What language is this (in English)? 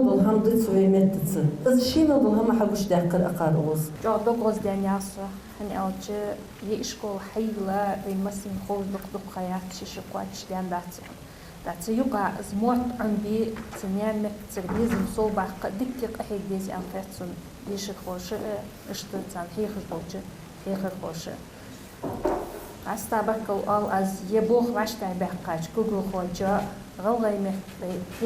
Ingush